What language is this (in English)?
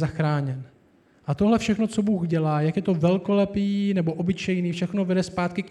Czech